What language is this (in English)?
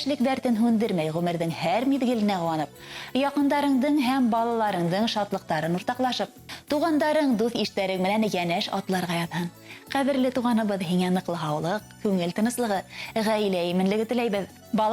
Bashkir